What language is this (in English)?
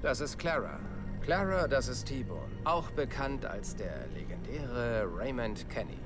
Bavarian